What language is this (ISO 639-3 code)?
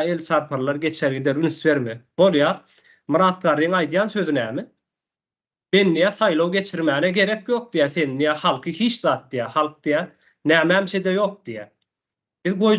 tuk